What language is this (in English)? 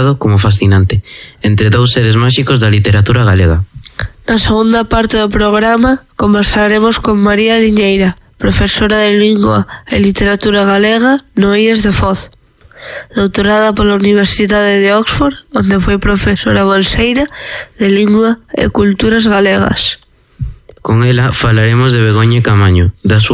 Galician